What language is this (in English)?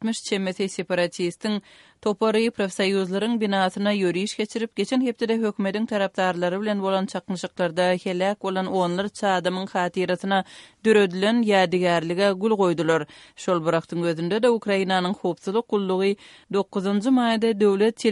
Kyrgyz